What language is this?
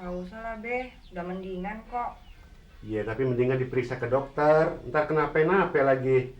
Betawi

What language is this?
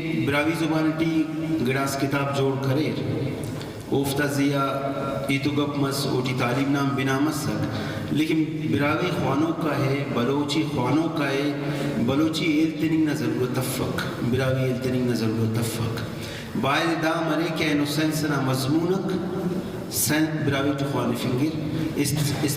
Brahui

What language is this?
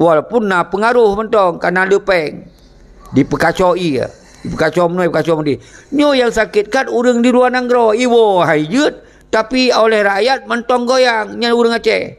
Achinese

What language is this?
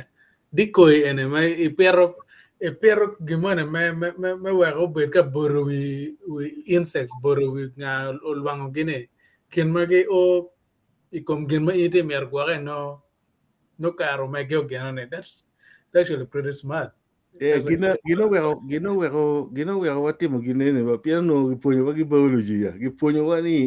Acoli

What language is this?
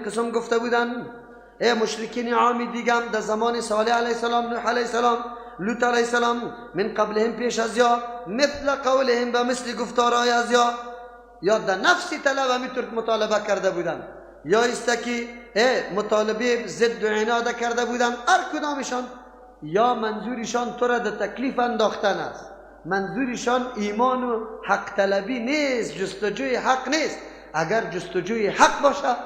Persian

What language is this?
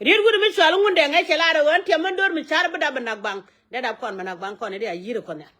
Nuer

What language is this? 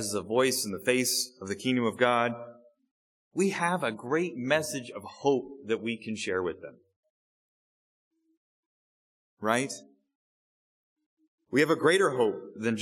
English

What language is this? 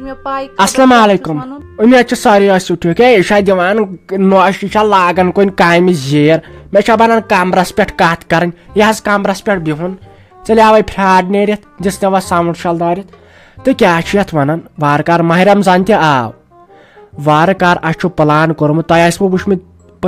Kashmiri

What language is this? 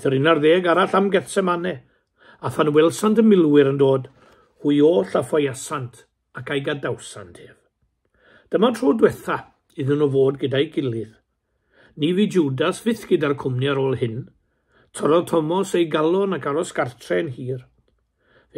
Welsh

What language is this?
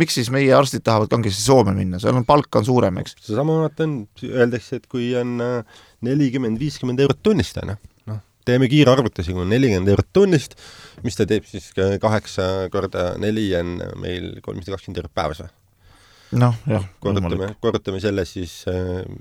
Estonian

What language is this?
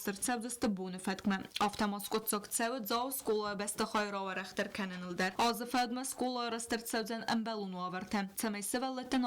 Ossetic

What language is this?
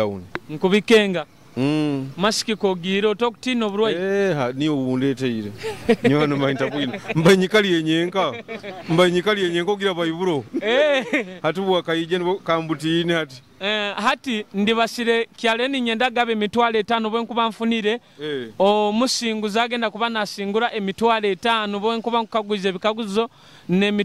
Nyoro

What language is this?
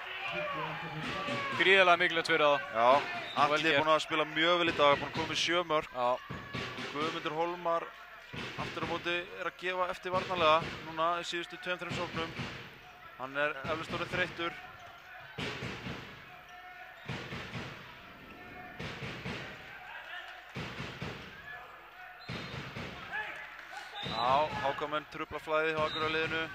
Icelandic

